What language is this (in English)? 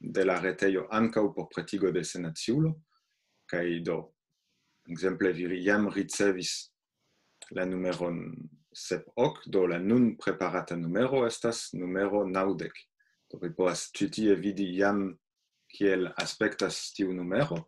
Esperanto